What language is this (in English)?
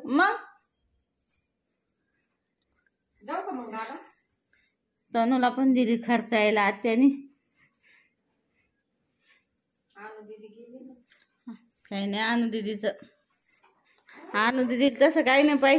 Marathi